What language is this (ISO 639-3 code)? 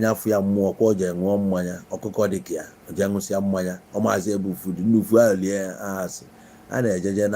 ibo